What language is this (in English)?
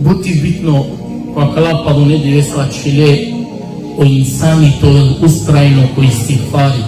Balkan Romani